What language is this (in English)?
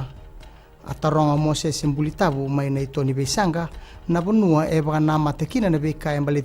Fijian